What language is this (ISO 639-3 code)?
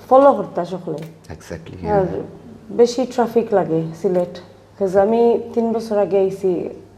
syl